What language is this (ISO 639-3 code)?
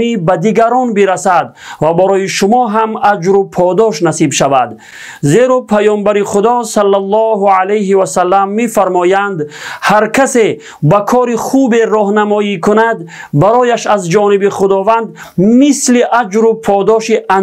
tgk